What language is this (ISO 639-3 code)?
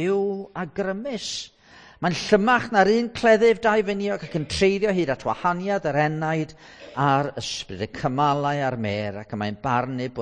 cym